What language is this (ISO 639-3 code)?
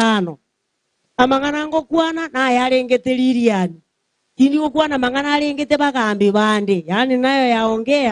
guz